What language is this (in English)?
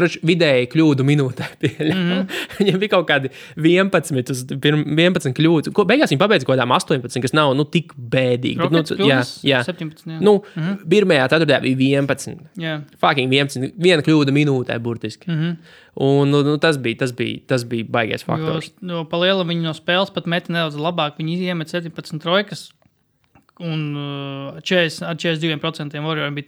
Latvian